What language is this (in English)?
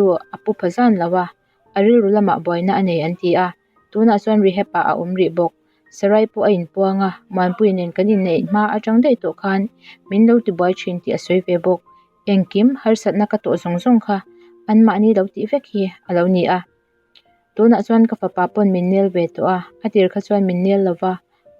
Mizo